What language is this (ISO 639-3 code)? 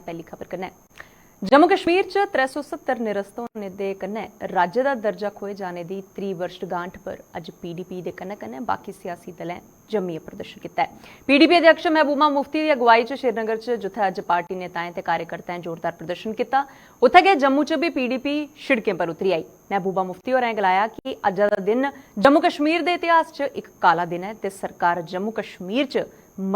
doi